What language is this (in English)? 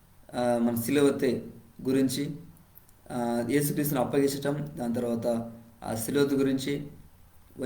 Koya